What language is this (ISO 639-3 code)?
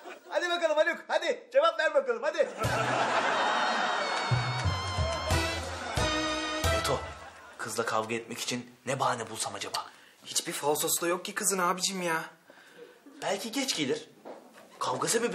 tur